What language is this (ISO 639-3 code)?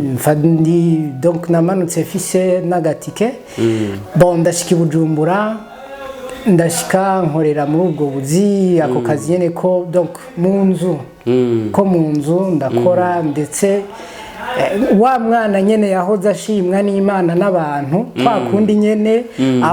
run